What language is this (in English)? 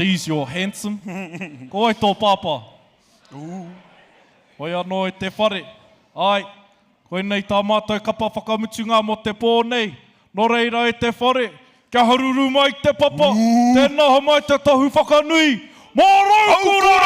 Māori